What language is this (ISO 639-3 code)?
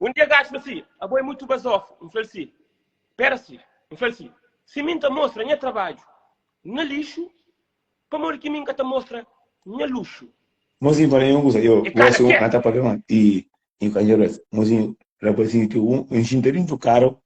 kea